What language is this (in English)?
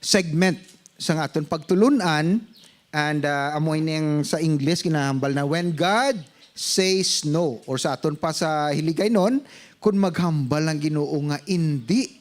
Hiligaynon